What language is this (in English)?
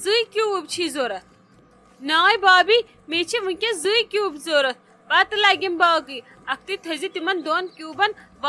Kashmiri